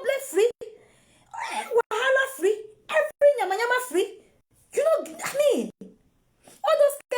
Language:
Nigerian Pidgin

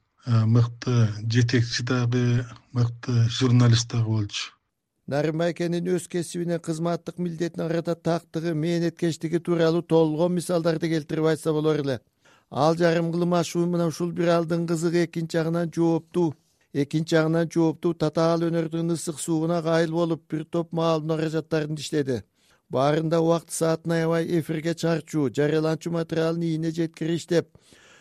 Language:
Kyrgyz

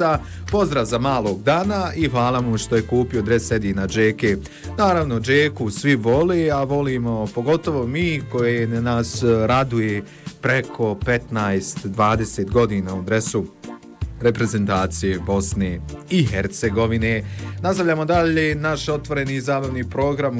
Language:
Bosnian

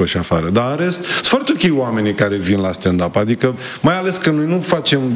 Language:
Romanian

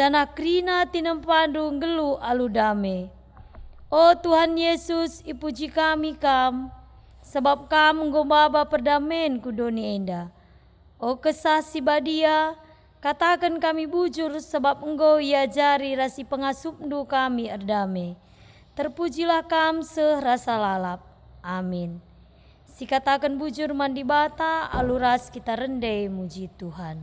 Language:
Batak Karo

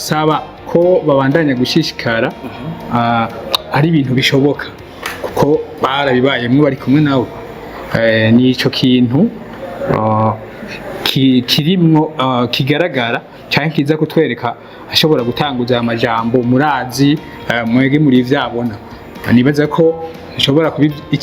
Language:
Rundi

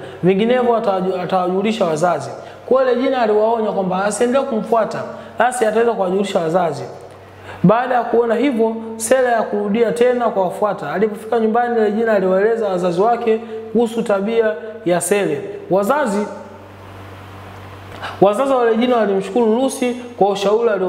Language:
Swahili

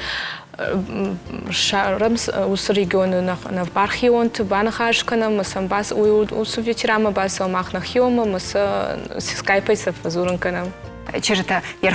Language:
Ossetic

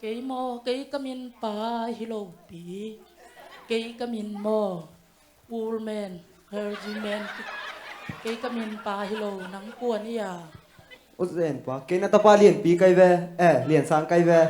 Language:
Tedim Chin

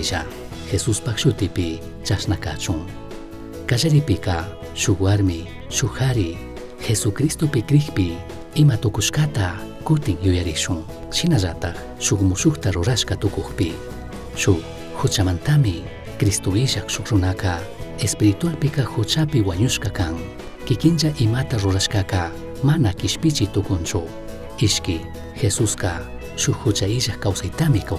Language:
Chimborazo Highland Quichua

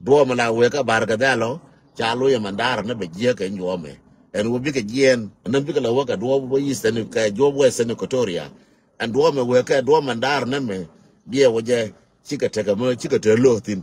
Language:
Nuer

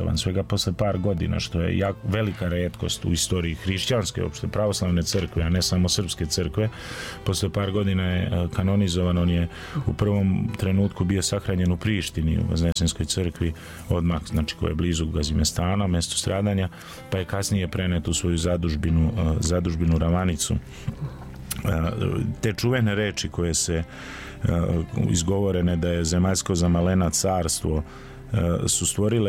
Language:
Serbian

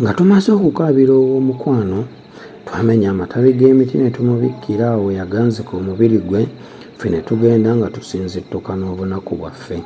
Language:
Ganda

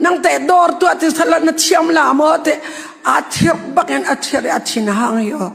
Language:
Hakha Chin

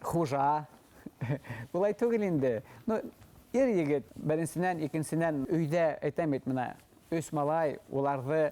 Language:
Bashkir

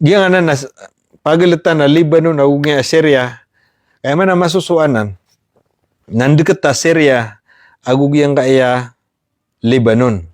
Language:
Maranao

